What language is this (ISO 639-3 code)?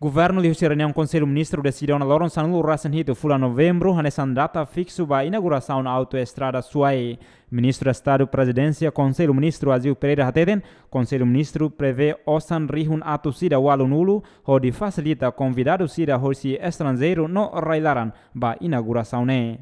tet